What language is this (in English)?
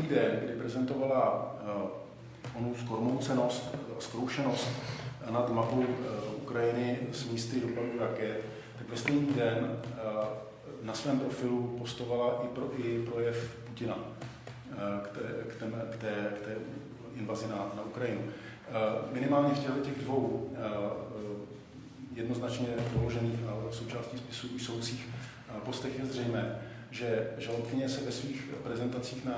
Czech